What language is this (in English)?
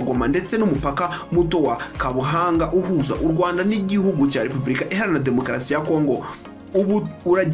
Kinyarwanda